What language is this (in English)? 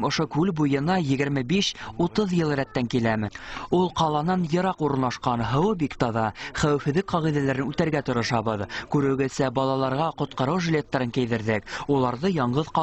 Bashkir